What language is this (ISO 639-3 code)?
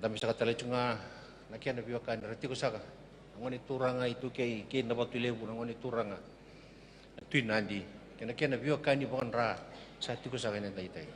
fij